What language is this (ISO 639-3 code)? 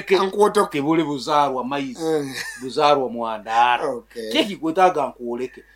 nyo